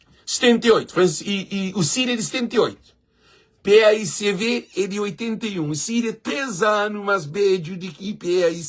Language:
Kabuverdianu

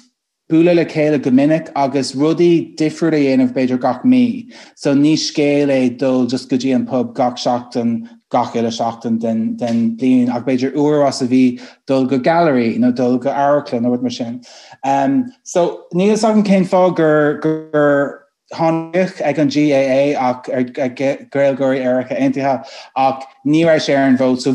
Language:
Irish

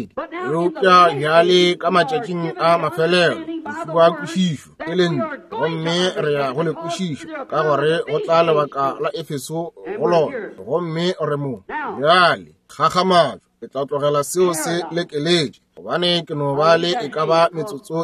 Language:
Northern Sotho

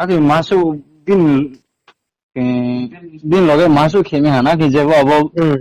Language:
Riang (India)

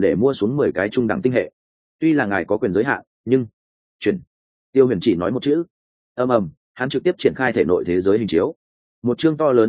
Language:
Vietnamese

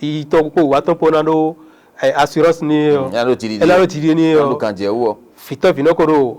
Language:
Fon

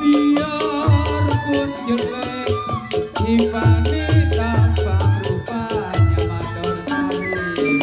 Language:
Betawi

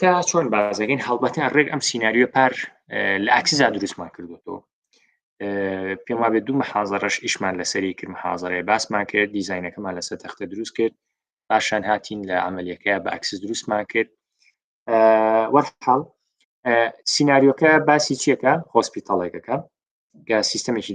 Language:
Central Kurdish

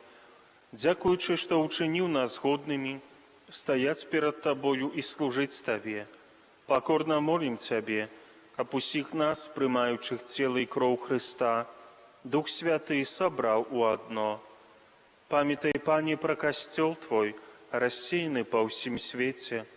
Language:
Belarusian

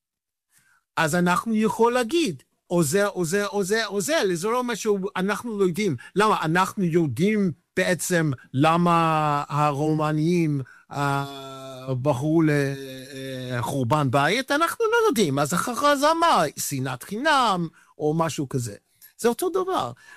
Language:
Hebrew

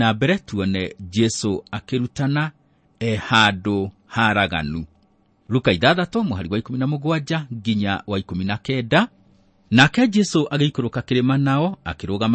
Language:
Kikuyu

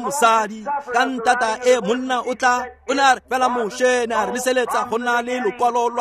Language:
Tswana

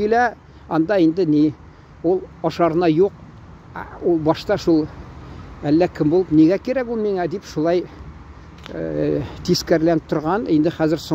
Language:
Tatar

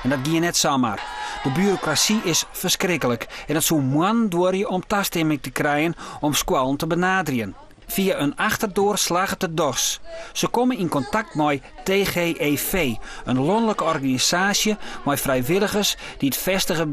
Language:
Western Frisian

